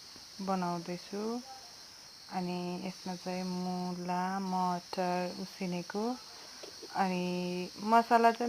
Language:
Nepali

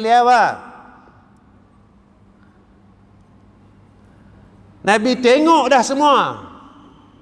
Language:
Malay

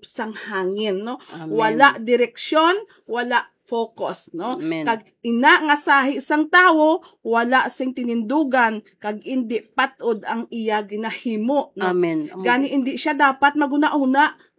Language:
Hiligaynon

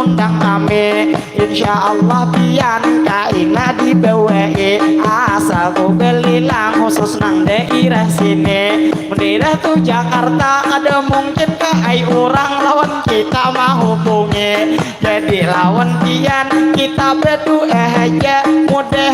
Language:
Banjar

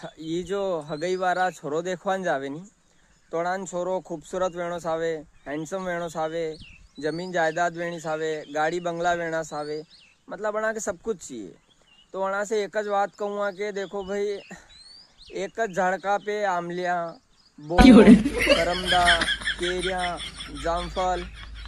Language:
Rajasthani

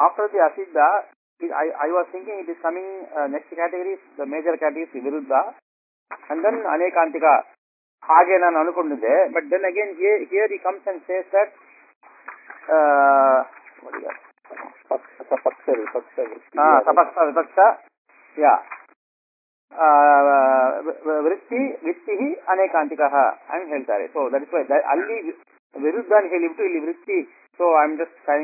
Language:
Kannada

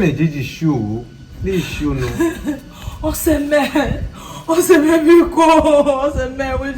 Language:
Urhobo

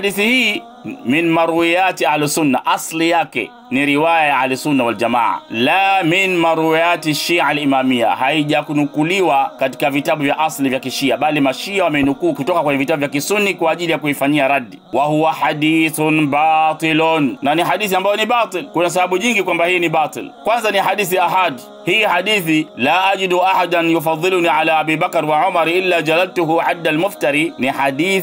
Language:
Swahili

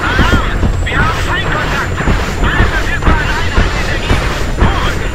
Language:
Bavarian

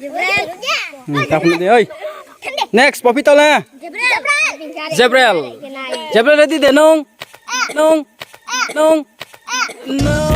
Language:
Riang (India)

